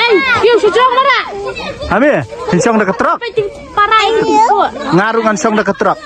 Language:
Khasi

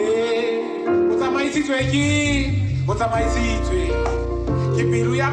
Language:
Tswana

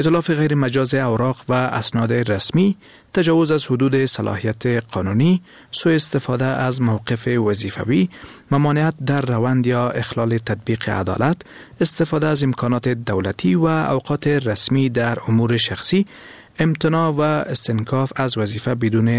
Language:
Persian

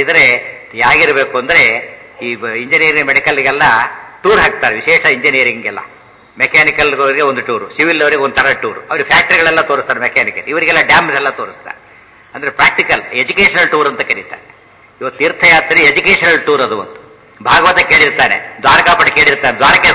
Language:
Kannada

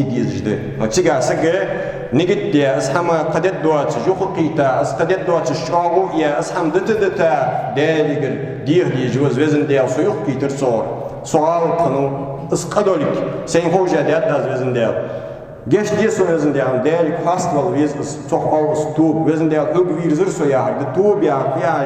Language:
Ingush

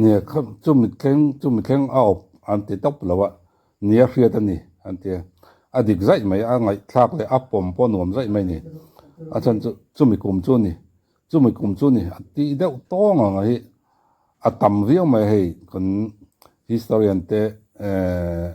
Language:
Mizo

